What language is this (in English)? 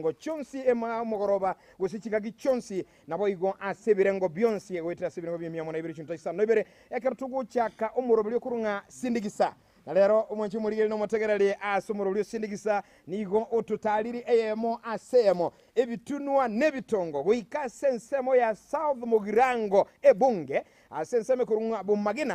Gusii